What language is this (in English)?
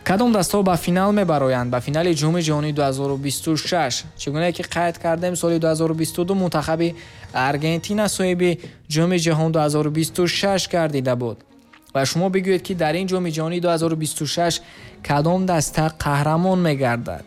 Tajik